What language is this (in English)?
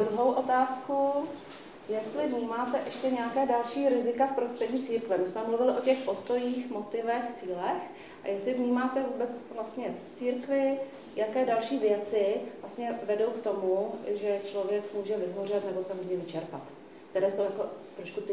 Czech